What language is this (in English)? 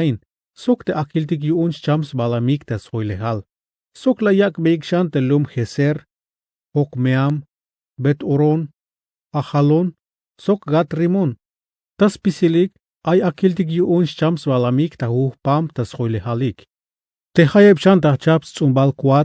Tzeltal